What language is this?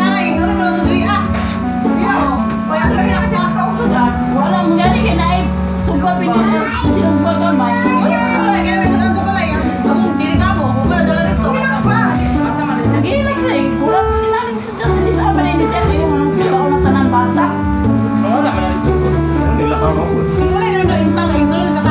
Filipino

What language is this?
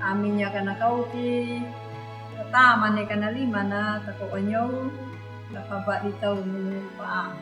Anakalangu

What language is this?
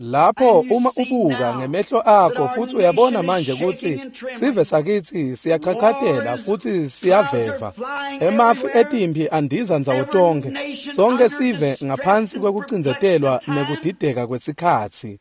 Swati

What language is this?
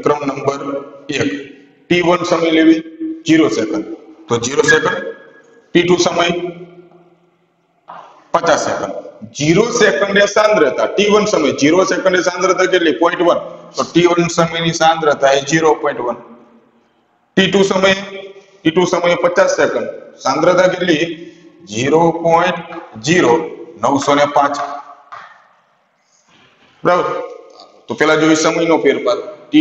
Gujarati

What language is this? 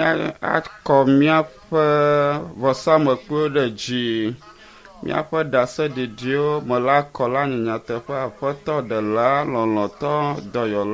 Ewe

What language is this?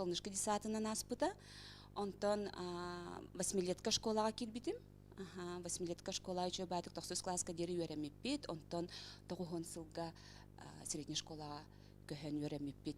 Yakut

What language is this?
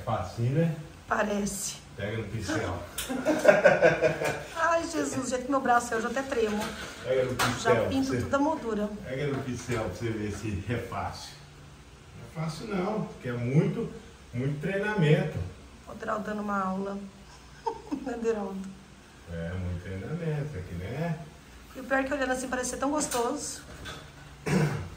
Portuguese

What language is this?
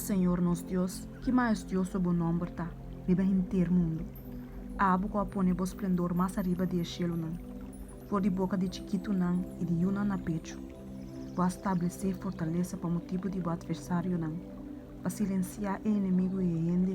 Papiamento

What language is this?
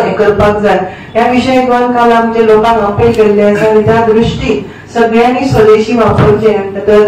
Konkani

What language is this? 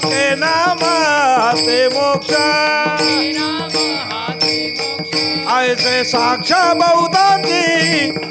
Marathi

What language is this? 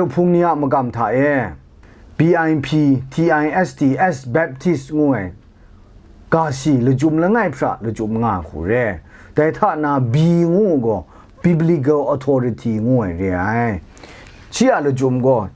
Kachin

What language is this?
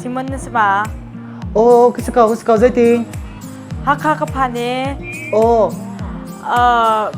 Hakha Chin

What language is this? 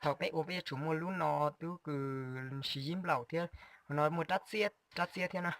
Hmong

